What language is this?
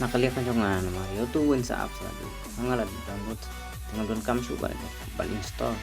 Khasi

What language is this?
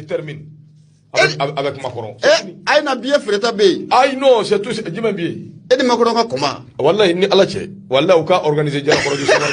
Bambara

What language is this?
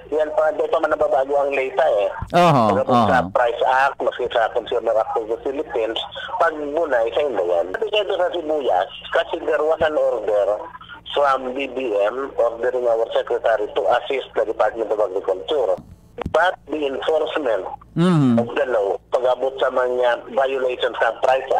Bikol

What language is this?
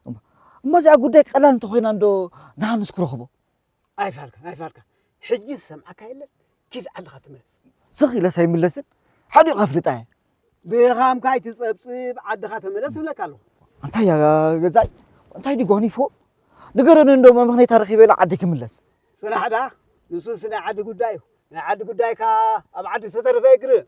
Tigrinya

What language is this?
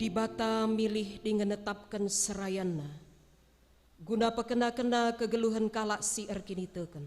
Batak Karo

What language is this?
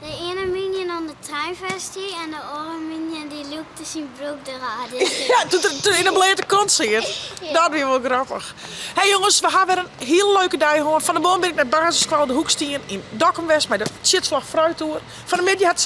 Western Frisian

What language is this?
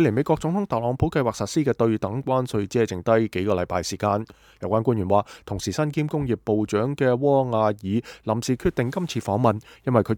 Cantonese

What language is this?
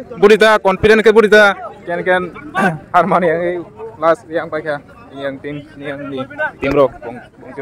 Kok Borok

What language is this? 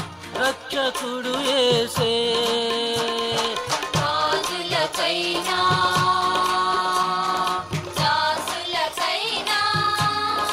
Telugu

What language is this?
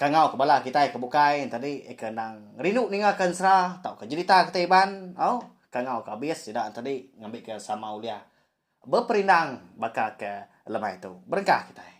Iban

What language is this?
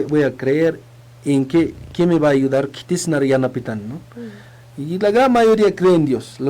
Aymara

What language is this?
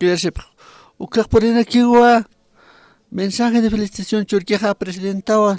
Aymara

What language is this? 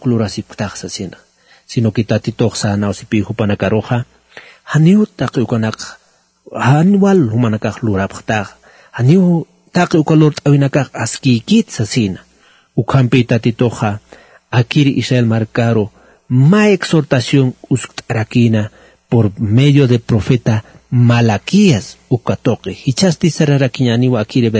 Aymara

